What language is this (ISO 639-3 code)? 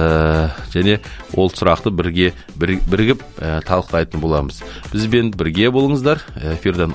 kaz